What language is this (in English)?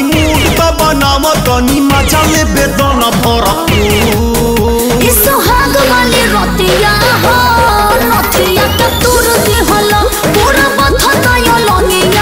Bhojpuri